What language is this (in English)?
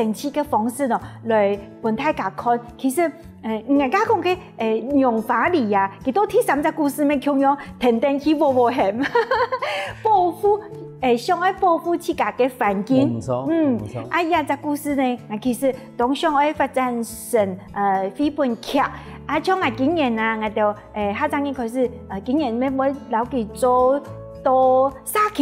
Hakka Chinese